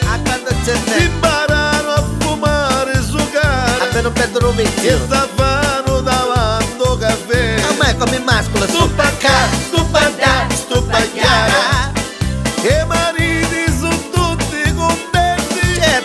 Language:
Neapolitan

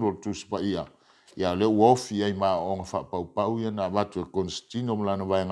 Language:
Samoan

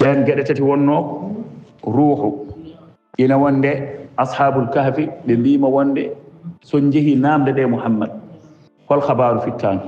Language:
Fula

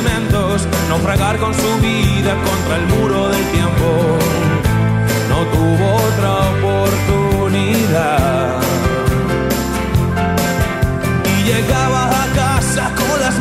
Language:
Spanish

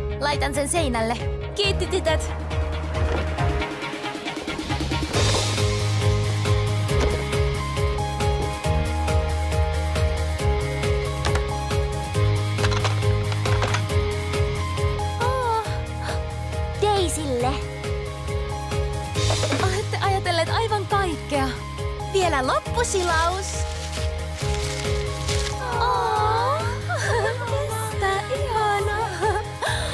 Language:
Finnish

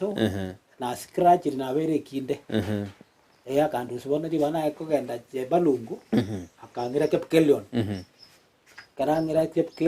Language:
Gusii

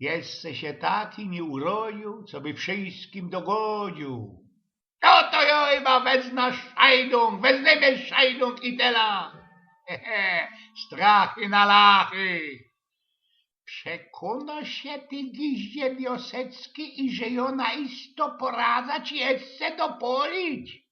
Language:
Silesian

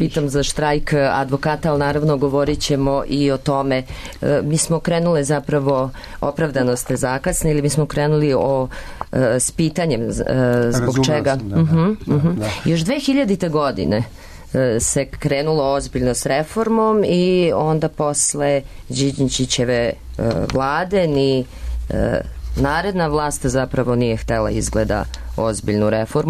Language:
Serbian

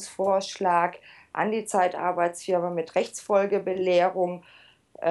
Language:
German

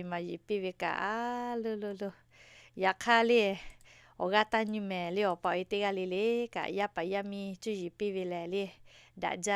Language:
Lahu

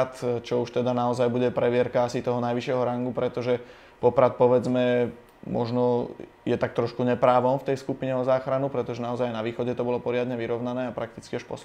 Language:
Slovak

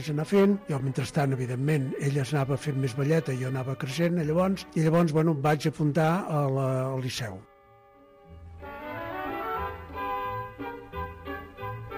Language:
Catalan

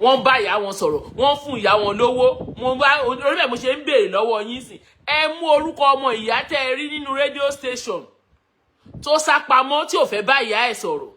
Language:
Yoruba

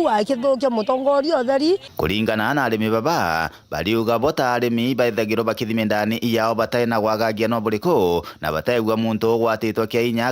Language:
Meru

